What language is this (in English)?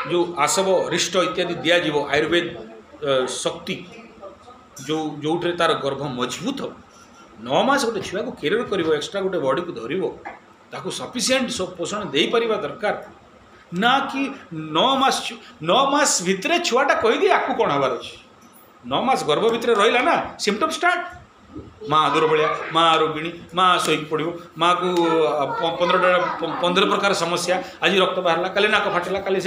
Odia